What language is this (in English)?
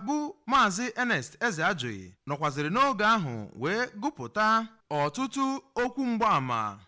Igbo